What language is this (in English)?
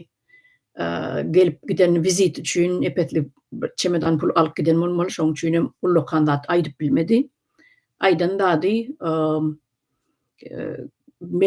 Turkmen